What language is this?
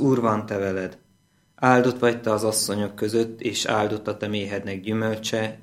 Hungarian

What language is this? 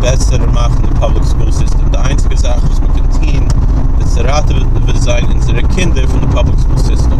Yiddish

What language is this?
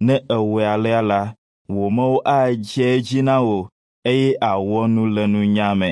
Ewe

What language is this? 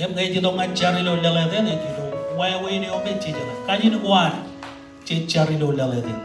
Marshallese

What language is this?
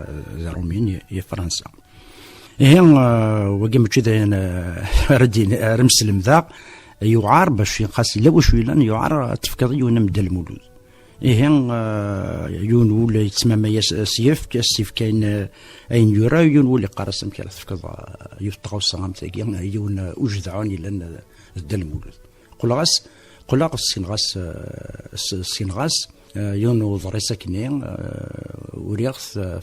Kabyle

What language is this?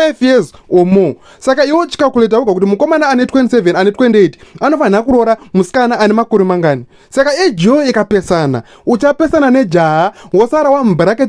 Shona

